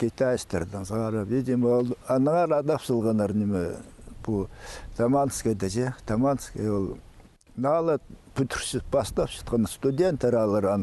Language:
Khakas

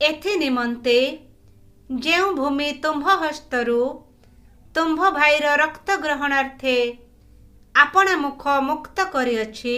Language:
Odia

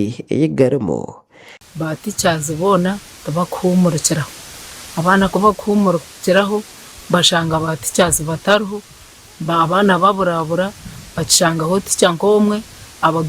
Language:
Nyankole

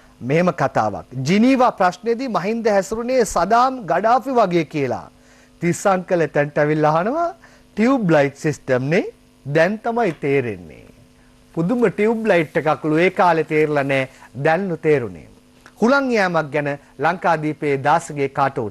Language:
Sinhala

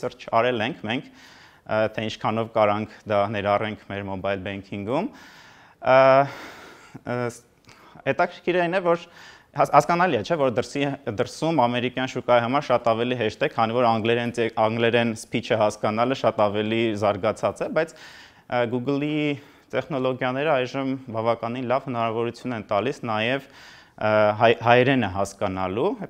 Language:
Armenian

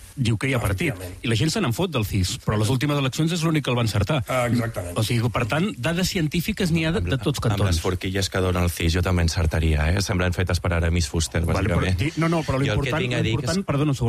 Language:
Catalan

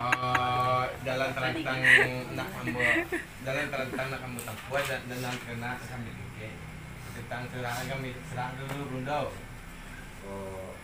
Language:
Minangkabau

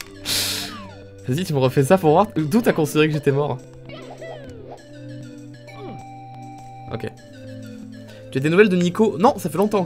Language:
French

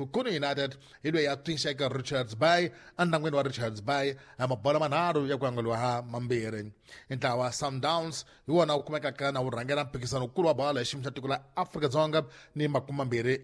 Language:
Tsonga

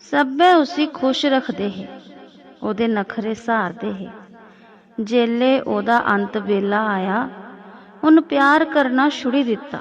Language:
Dogri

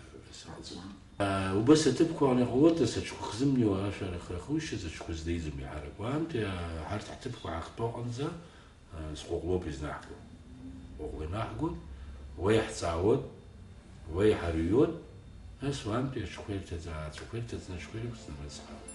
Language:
Abkhazian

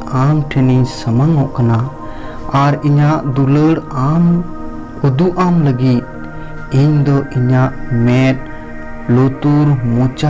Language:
Santali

